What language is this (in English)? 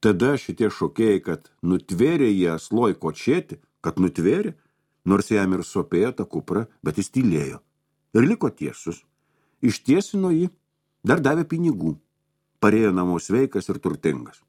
Lithuanian